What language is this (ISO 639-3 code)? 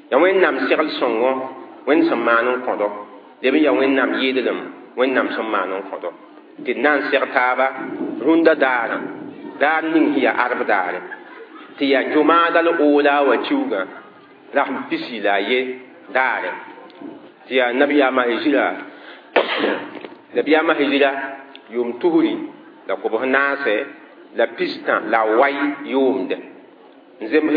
mos